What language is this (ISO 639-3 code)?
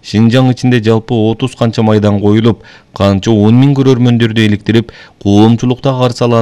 kir